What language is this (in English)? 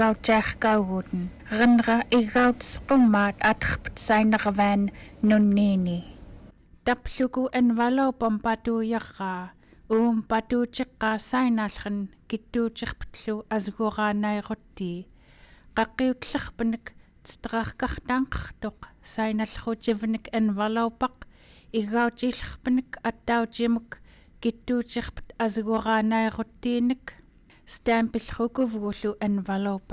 Central Yupik